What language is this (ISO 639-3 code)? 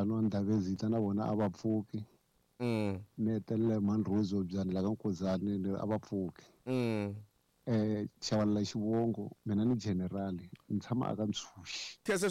tso